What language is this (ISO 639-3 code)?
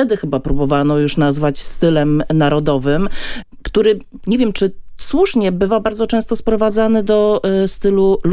pol